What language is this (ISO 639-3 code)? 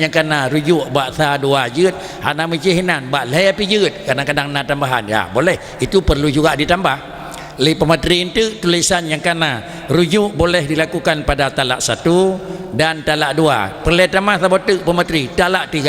ace